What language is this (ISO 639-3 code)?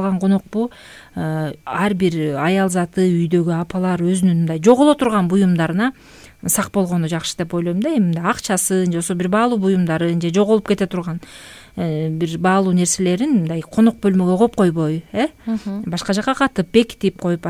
kir